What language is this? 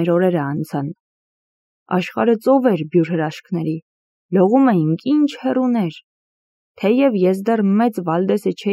Armenian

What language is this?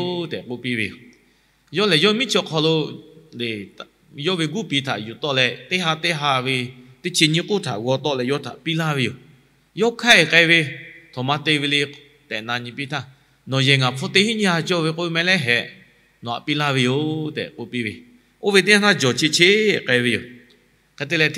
Lahu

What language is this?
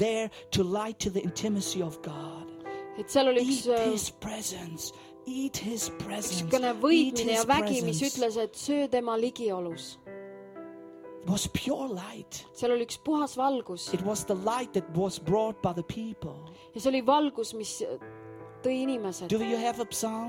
Estonian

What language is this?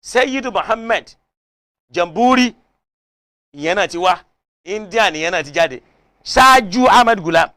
Yoruba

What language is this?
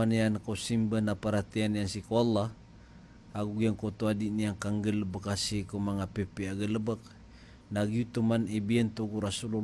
Maranao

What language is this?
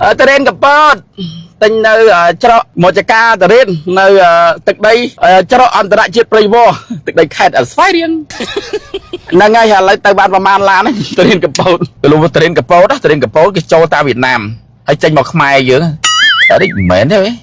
Khmer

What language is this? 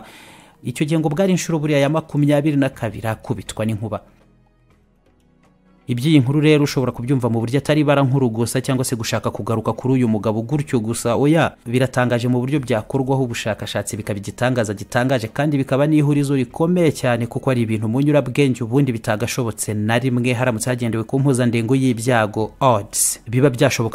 Kinyarwanda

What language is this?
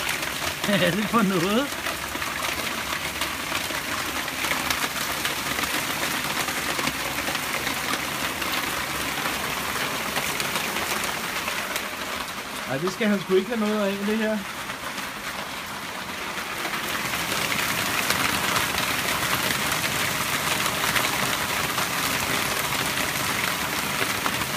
Danish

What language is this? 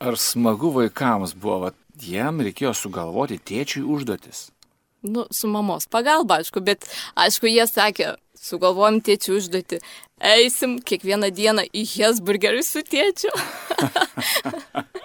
Lithuanian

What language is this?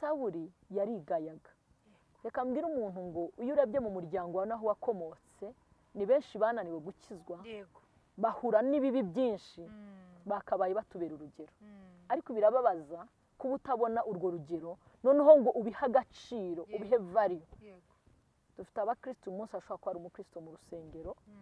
Kinyarwanda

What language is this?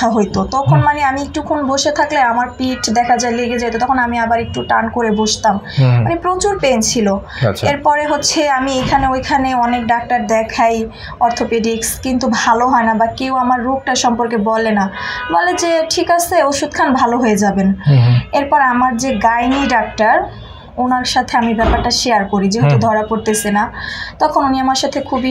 Bangla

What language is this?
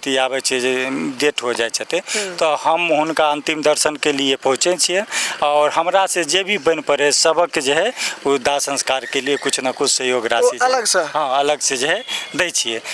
Maithili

